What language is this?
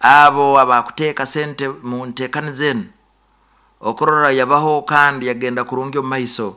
Nyoro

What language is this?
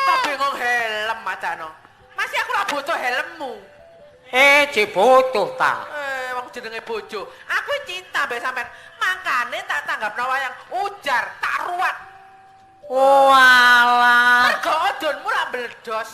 Javanese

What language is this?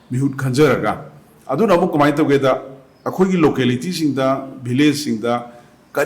Manipuri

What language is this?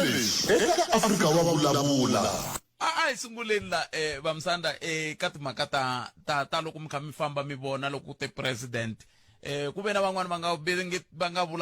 Tsonga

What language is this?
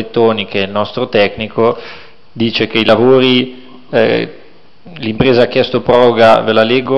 Italian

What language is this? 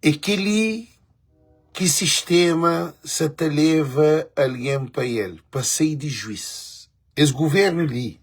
Kabuverdianu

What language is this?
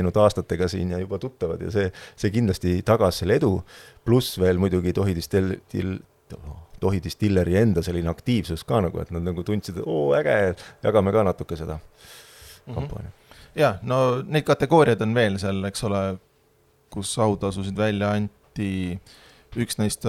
Estonian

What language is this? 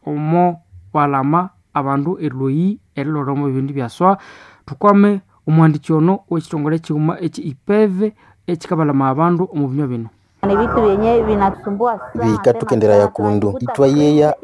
Nande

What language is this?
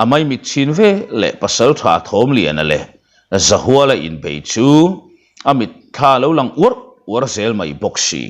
Mizo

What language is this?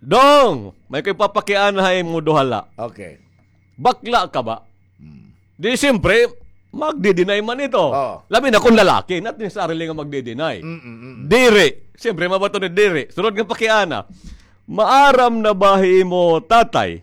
Waray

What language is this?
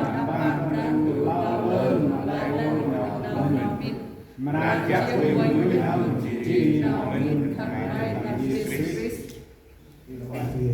Central Mnong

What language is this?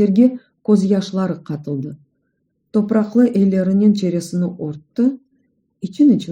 Crimean Tatar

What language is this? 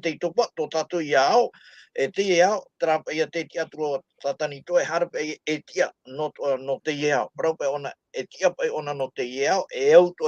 Tahitian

